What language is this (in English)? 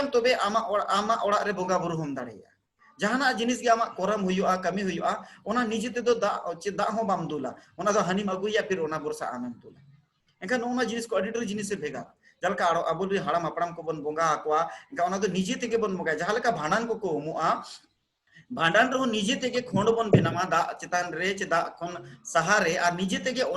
Santali